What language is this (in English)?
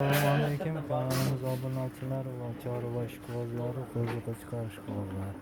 Uzbek